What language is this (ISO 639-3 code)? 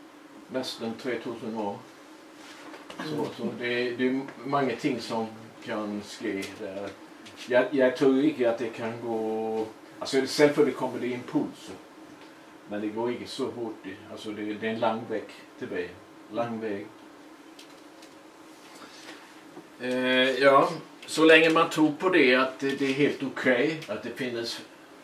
swe